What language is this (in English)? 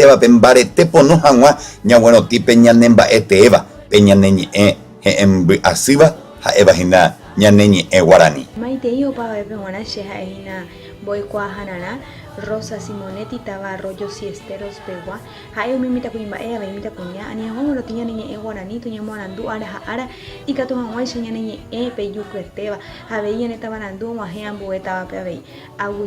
Guarani